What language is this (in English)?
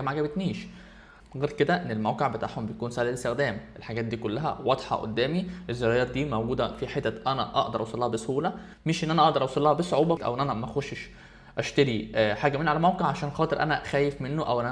Egyptian Arabic